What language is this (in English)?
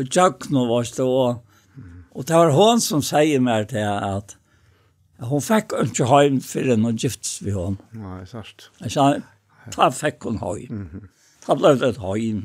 Faroese